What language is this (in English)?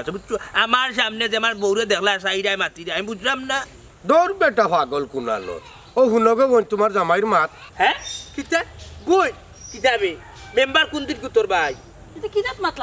Sylheti